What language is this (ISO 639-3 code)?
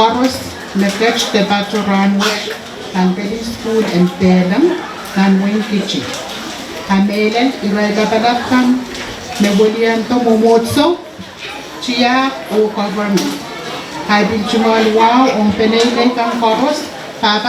pon